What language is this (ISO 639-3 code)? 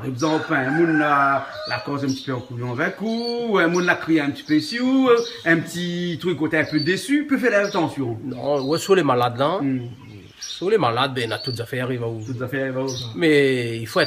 rcf